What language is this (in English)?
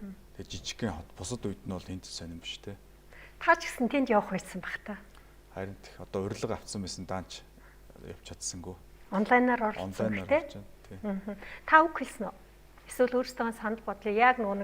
Mongolian